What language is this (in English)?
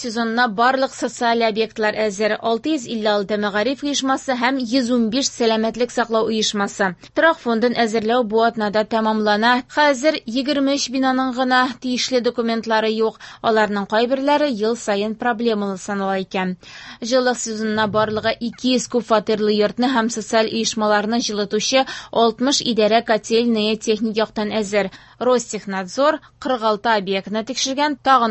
Tatar